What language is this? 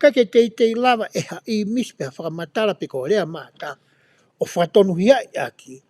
Tongan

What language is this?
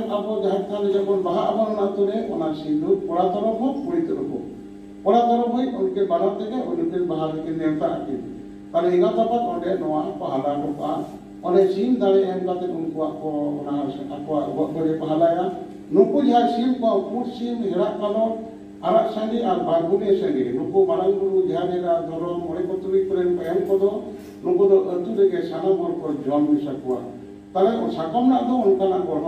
Santali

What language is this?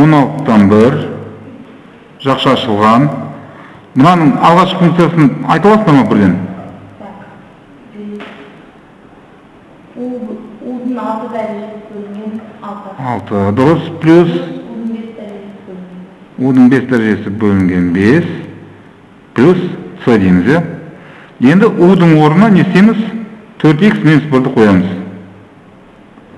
Kazakh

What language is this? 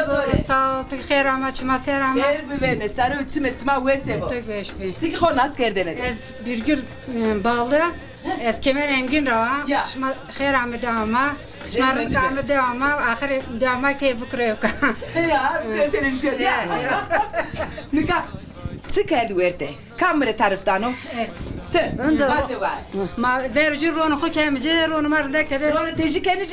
Zaza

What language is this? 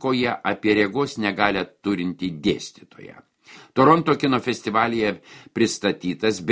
Lithuanian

